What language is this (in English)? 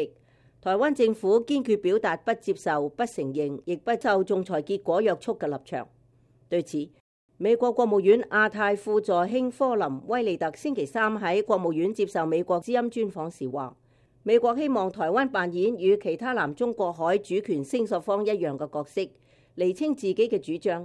Cantonese